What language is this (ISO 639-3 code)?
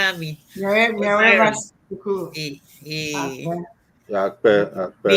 ewe